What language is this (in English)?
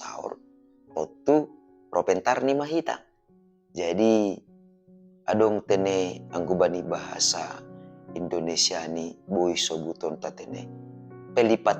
Batak Simalungun